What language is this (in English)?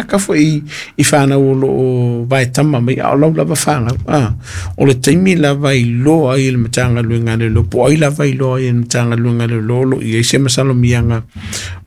Samoan